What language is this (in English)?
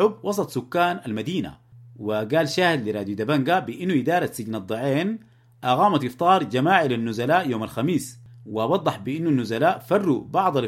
Sudanese Arabic